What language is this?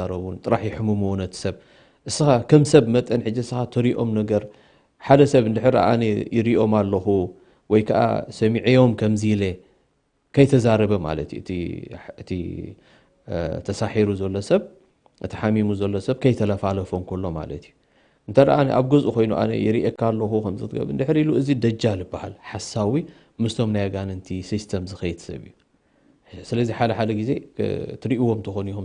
Tigrinya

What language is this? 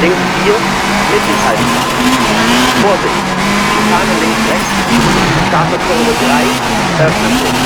Bavarian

